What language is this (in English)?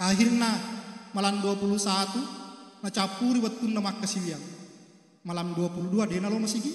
Buginese